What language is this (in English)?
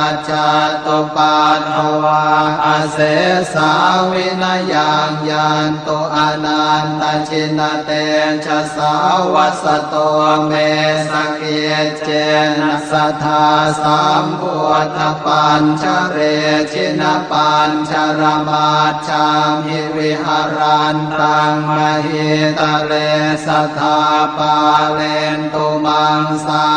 Pali